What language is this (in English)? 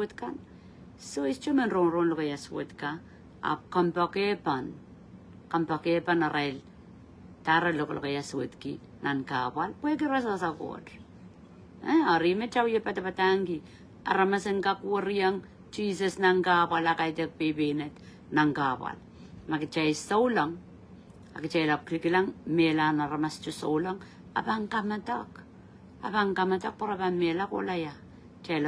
Pohnpeian